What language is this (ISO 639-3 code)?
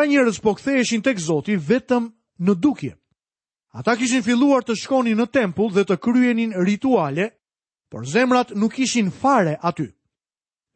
sqi